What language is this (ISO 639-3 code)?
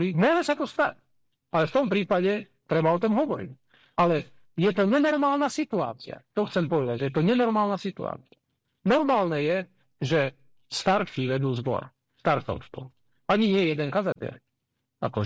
slk